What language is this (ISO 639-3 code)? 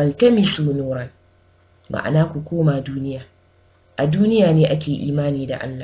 hau